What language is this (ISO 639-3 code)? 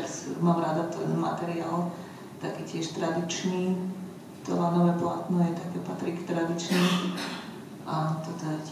slk